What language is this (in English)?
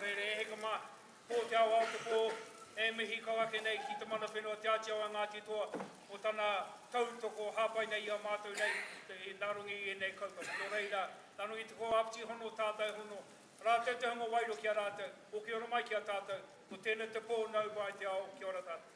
Māori